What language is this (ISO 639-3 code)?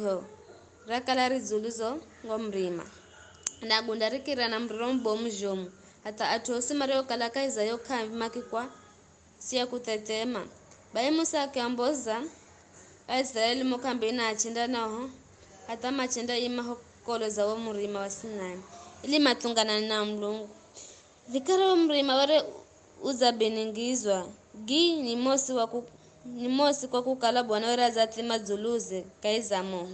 nyf